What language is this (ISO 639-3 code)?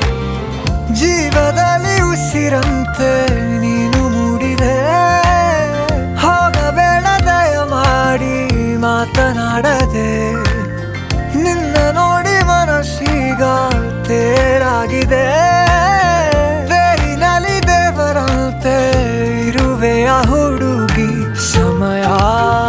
kan